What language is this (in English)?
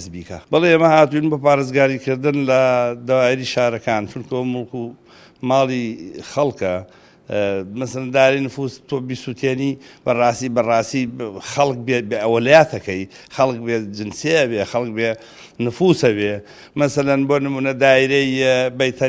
Central Kurdish